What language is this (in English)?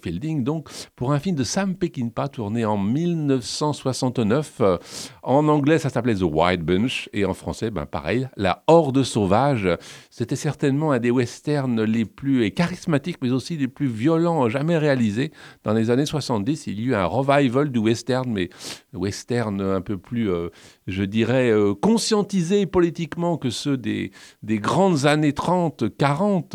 French